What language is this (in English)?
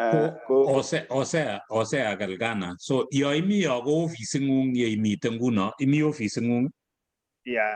Kalenjin